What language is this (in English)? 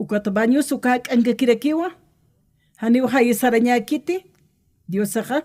Aymara